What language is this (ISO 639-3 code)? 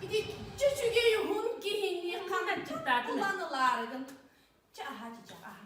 sah